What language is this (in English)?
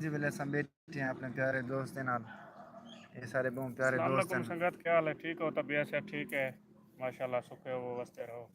Saraiki